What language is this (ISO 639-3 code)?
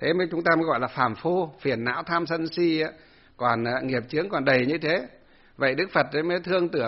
vie